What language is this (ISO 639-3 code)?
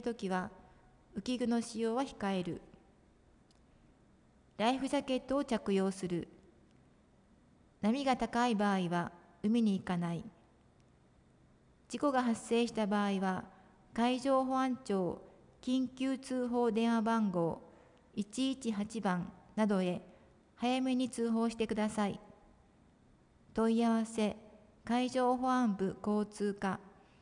jpn